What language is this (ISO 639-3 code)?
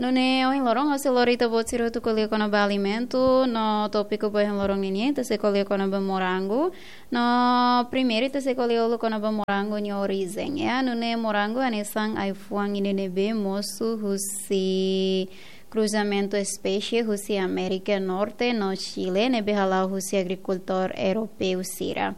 tet